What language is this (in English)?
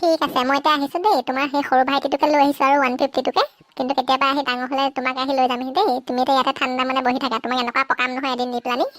Assamese